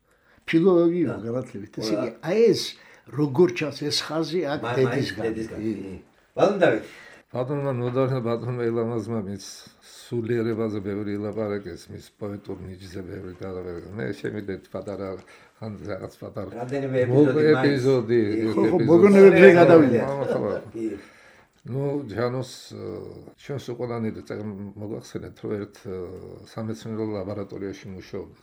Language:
Georgian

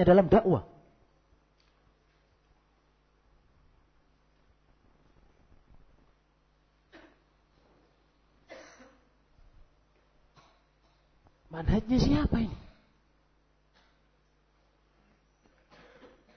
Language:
Indonesian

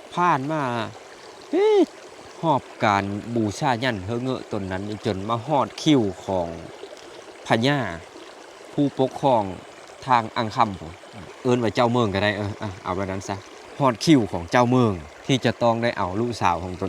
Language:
Lao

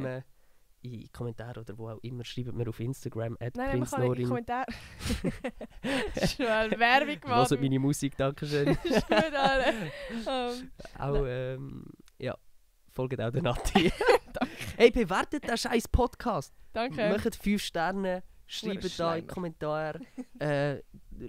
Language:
Swiss German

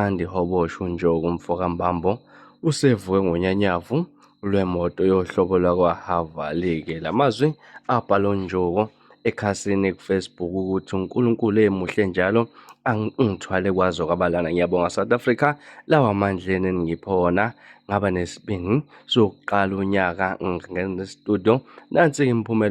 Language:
Zulu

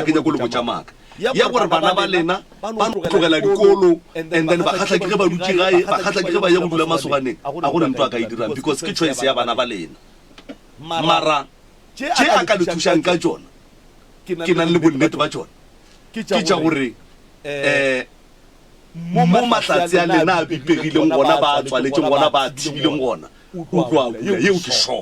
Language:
Northern Sotho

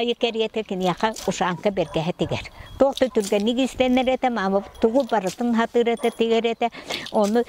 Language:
Yakut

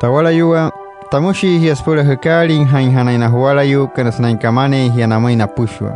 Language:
Wayuu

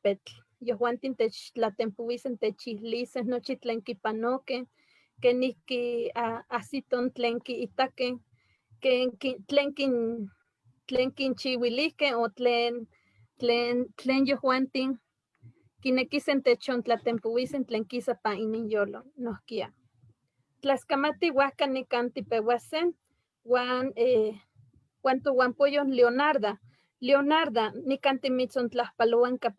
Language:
Eastern Huasteca Nahuatl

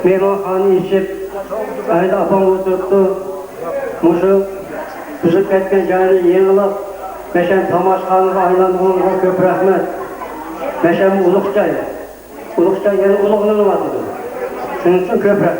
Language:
Uyghur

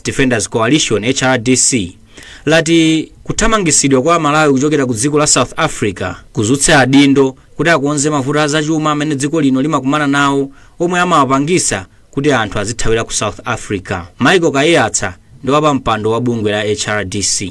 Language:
Nyanja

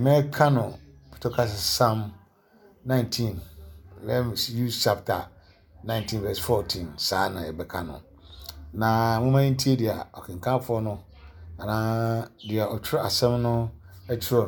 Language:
Akan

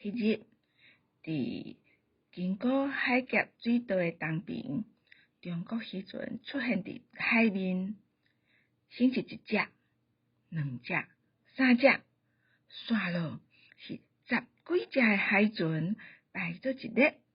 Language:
Min Nan Chinese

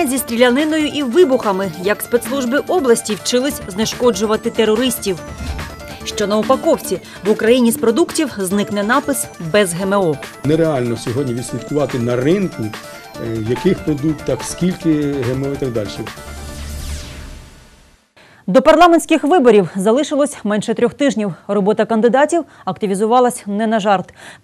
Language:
Ukrainian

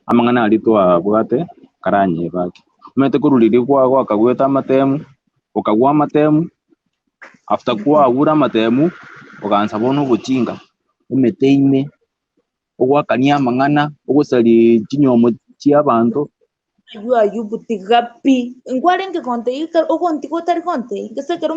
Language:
Gusii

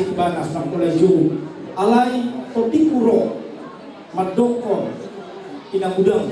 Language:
Batak Toba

